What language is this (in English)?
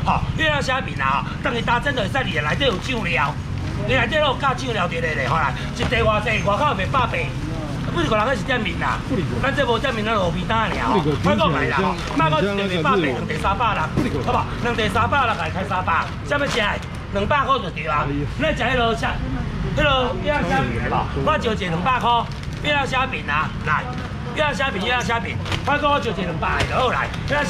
Min Nan Chinese